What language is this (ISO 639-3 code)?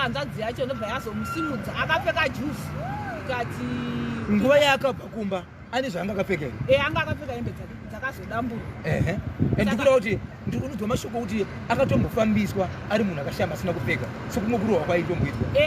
sna